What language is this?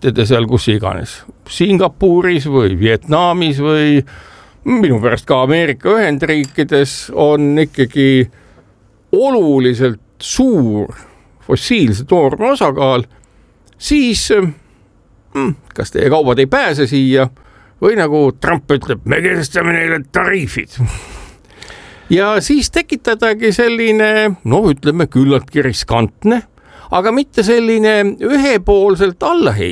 Estonian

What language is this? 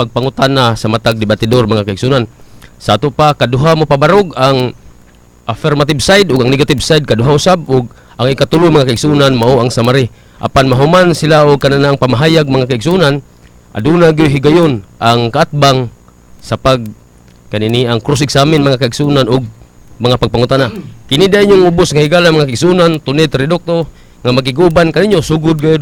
Cebuano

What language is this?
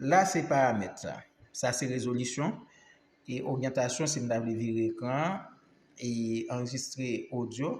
Haitian Creole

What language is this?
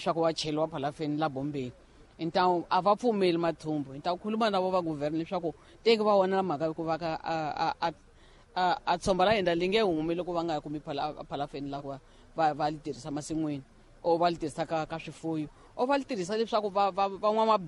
Tsonga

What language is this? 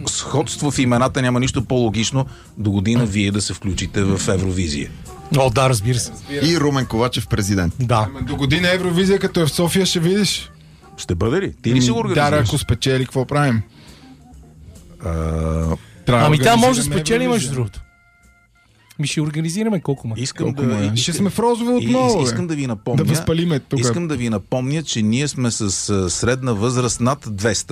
Bulgarian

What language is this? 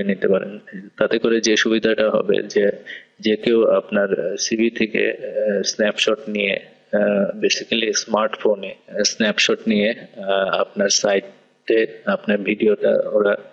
Bangla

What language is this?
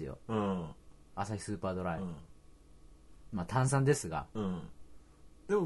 Japanese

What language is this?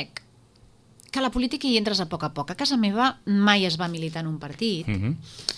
Catalan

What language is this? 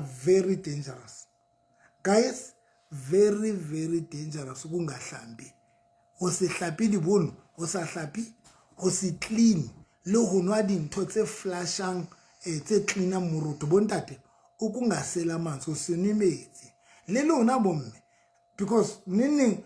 Southern Sotho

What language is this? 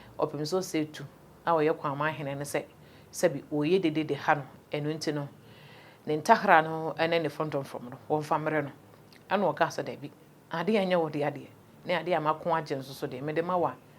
Akan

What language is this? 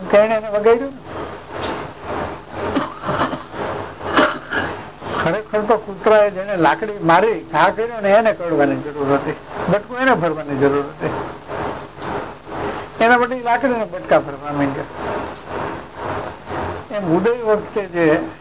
Gujarati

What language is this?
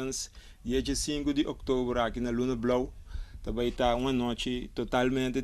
Papiamento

